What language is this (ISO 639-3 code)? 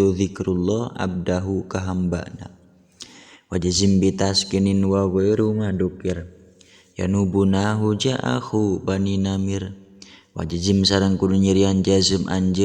sun